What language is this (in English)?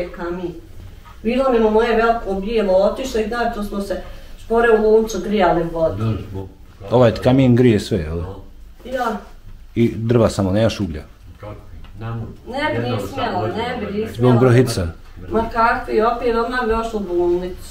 Bosnian